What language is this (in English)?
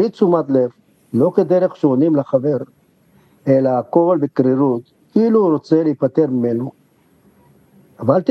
Hebrew